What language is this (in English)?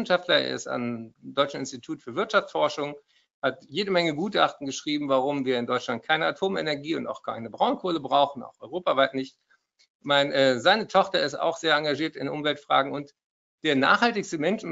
German